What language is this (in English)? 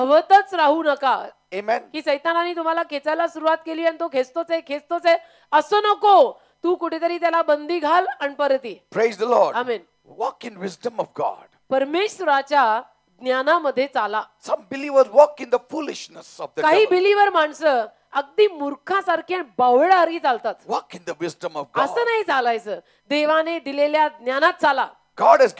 Marathi